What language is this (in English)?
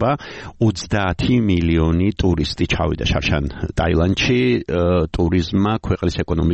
Georgian